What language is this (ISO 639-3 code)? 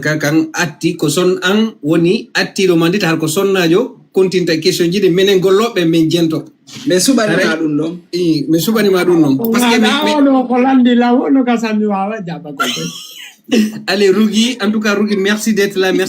ful